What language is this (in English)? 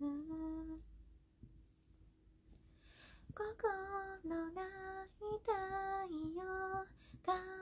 Japanese